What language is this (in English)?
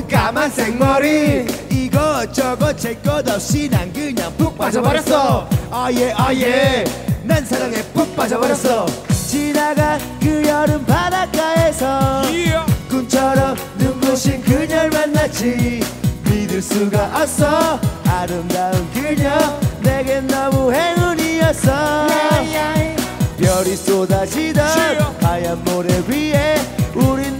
Korean